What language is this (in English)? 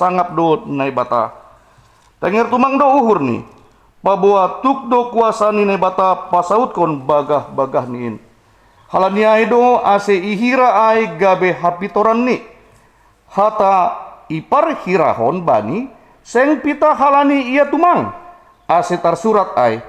Batak Simalungun